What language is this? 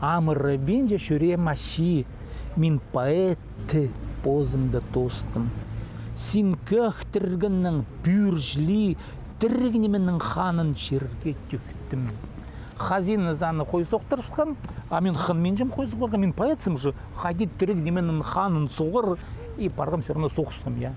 Khakas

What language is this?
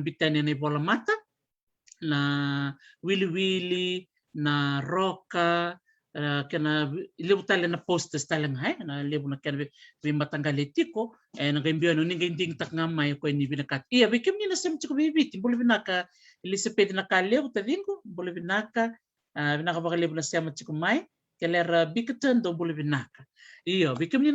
Fijian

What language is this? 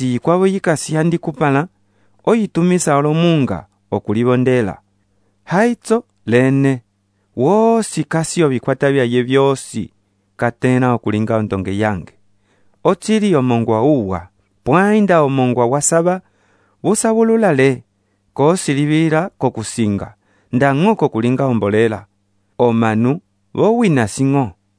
Umbundu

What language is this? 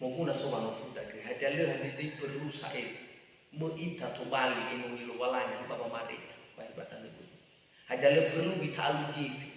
Nias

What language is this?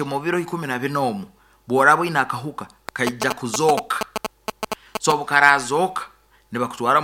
Nyoro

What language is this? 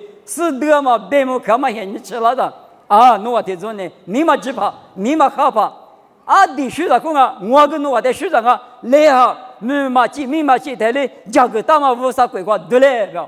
Lisu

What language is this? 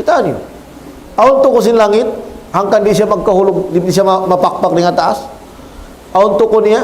Tausug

